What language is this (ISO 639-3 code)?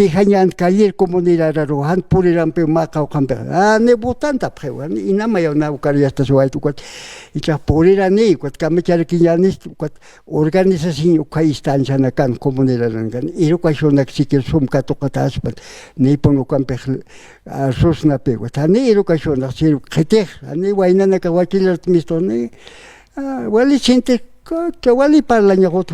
aym